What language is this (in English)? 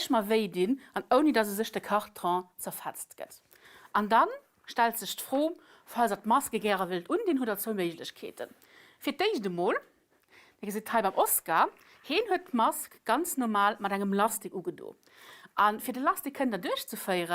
Luxembourgish